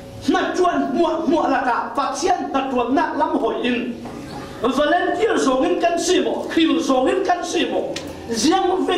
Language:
Falam Chin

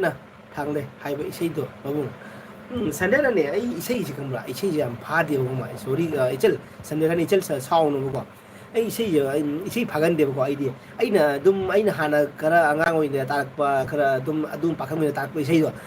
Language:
Manipuri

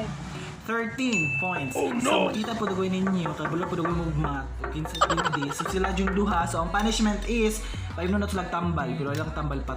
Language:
Cebuano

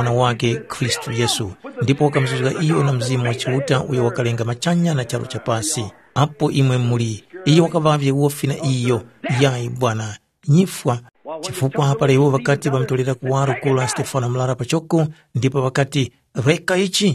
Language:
Tumbuka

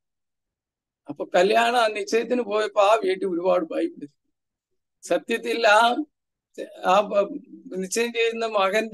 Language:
Malayalam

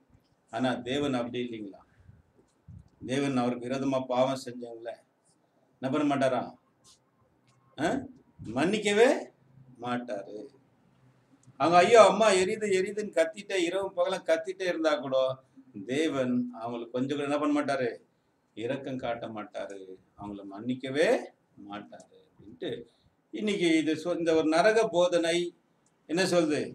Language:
Tamil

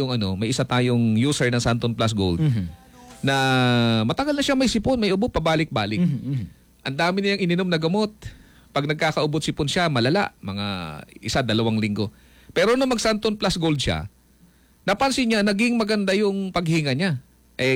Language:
Filipino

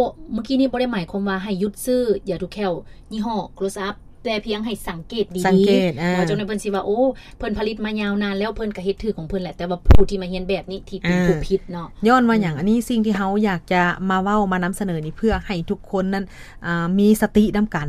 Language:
Lao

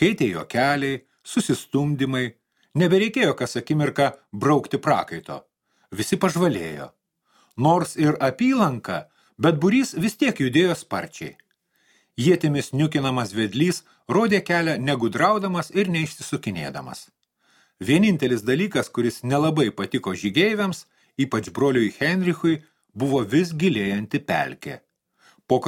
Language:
Lithuanian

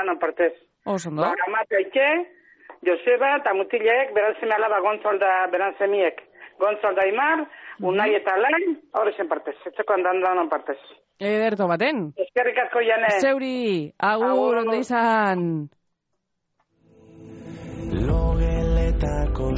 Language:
Basque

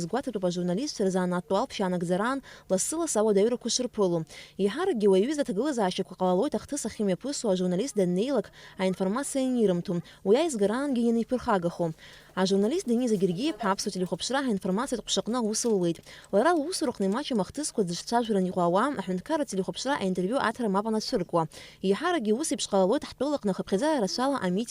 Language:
Abkhazian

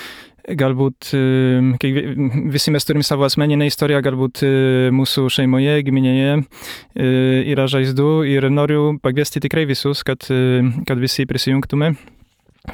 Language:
Lithuanian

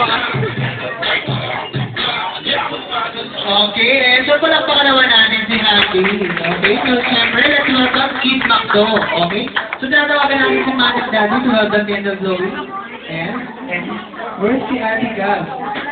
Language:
Filipino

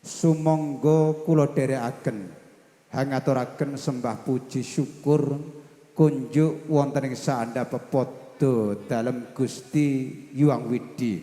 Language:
Javanese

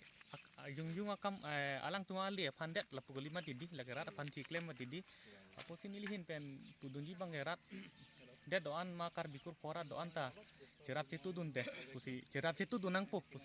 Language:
Karbi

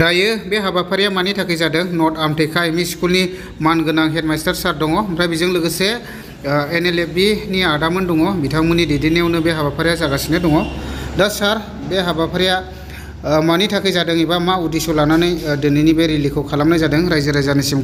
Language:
Bodo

